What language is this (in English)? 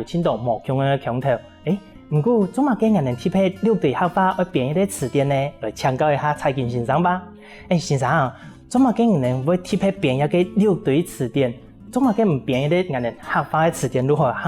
Hakka Chinese